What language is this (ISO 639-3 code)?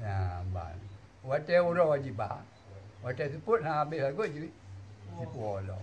ace